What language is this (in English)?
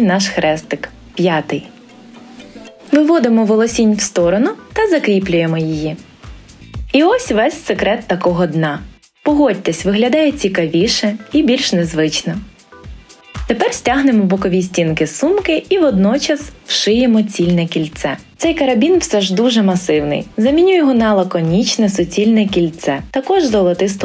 Ukrainian